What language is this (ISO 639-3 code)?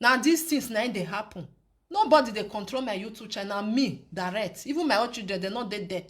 pcm